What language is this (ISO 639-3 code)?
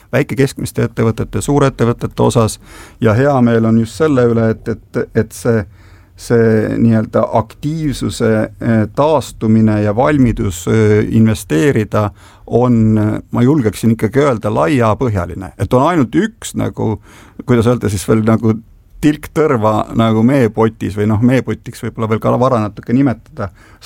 est